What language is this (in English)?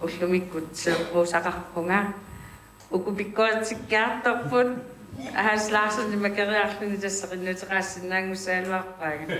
Kalaallisut